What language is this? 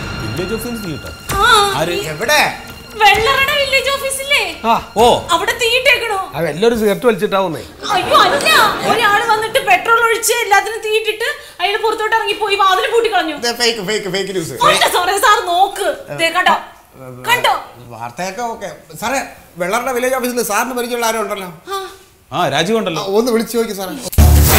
Malayalam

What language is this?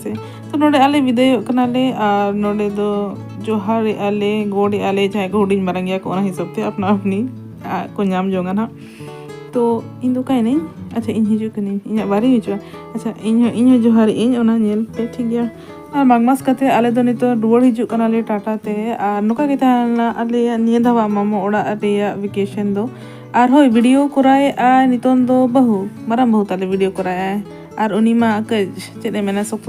Santali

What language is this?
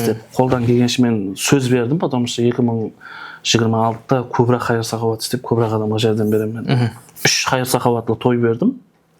Kara-Kalpak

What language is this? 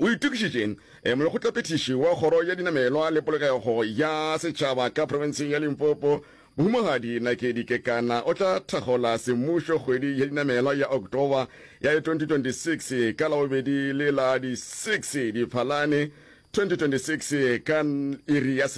Northern Sotho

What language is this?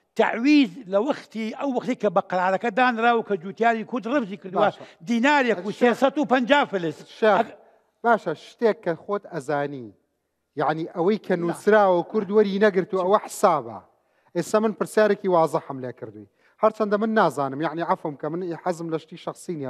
Central Kurdish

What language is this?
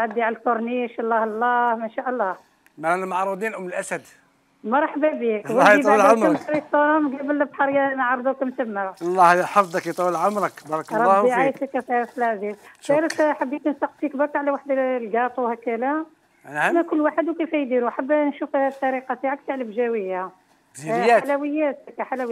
Algerian Arabic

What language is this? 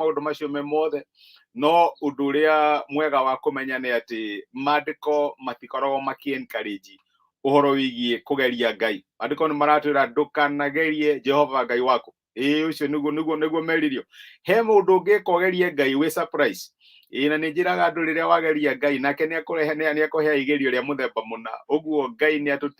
Kikuyu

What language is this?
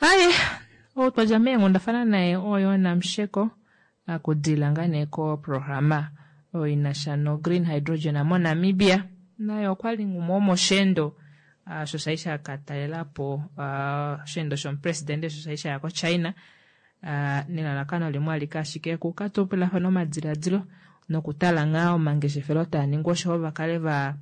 Kuanyama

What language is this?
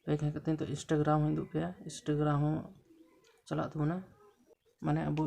Santali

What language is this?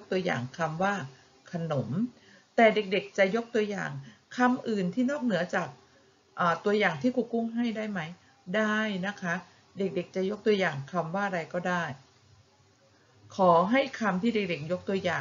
Thai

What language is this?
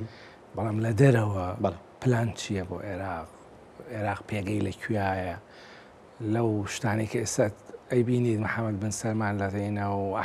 Central Kurdish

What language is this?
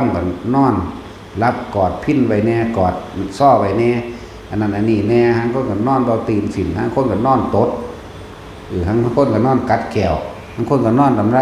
Northeastern Thai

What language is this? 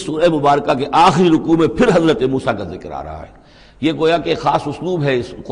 Urdu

